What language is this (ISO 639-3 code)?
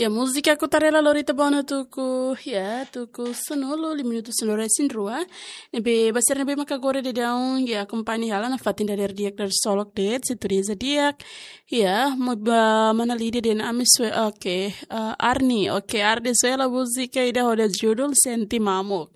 tet